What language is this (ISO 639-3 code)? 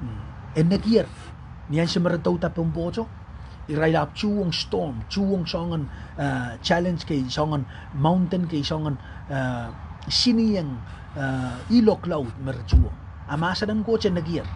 pon